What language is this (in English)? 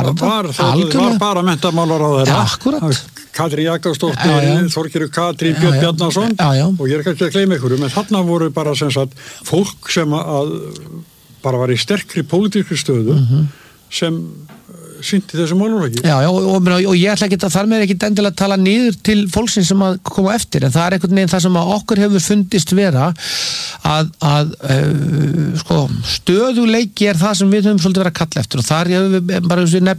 Icelandic